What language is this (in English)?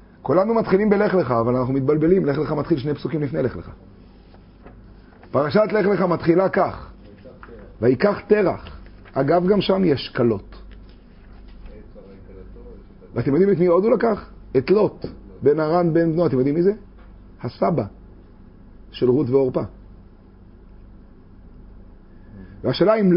Hebrew